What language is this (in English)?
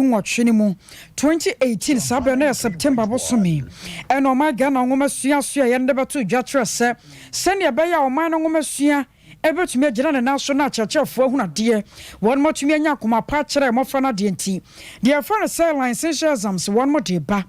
Akan